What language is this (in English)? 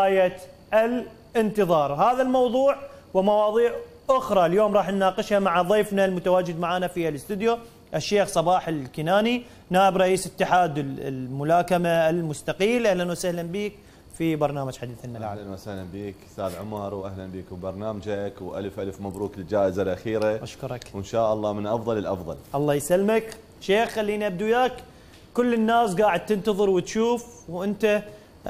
Mesopotamian Arabic